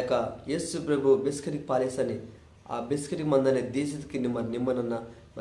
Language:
Koya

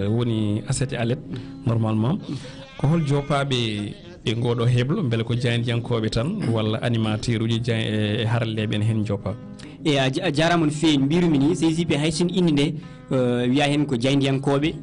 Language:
Fula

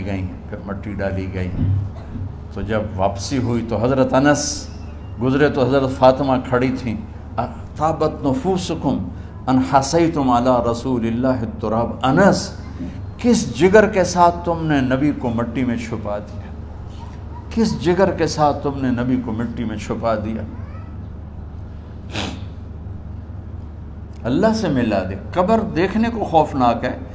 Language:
Urdu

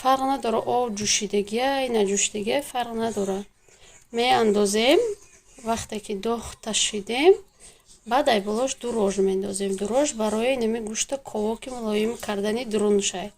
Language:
Tajik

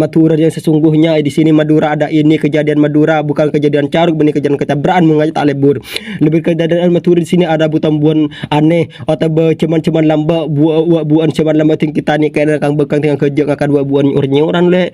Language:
Madurese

